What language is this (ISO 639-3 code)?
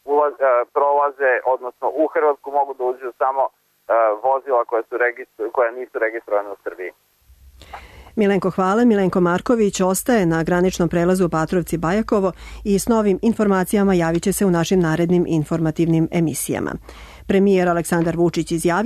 srp